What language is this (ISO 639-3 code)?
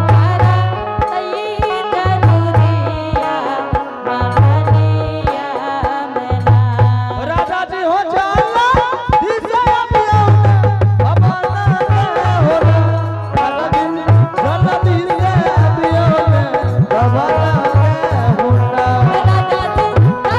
anp